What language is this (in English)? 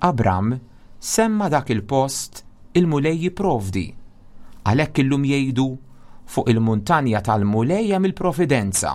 Maltese